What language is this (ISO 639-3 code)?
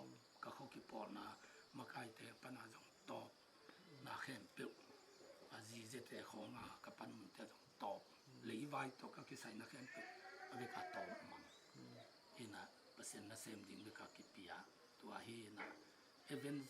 ctd